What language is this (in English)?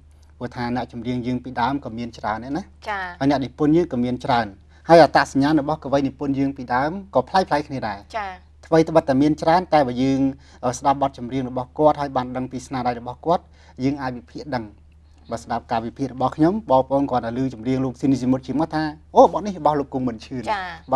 Khmer